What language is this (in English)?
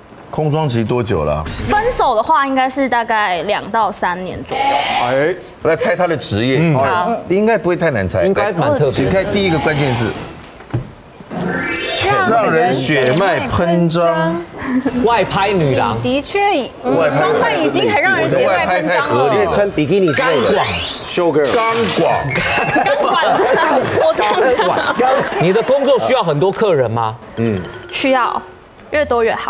Chinese